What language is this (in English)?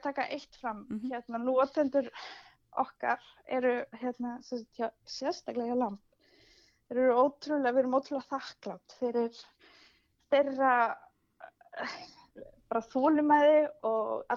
Icelandic